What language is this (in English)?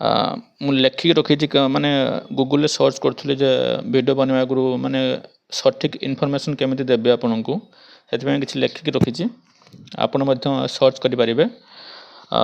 Odia